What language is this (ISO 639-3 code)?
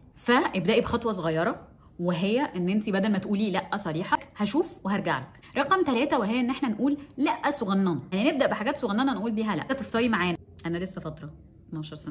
arz